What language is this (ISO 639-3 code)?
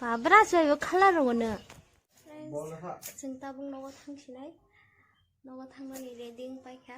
trp